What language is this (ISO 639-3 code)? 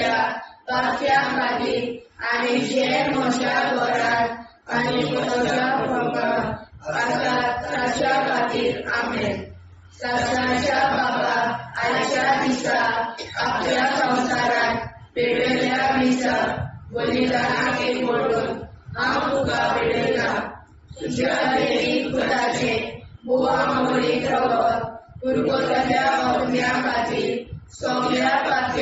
kok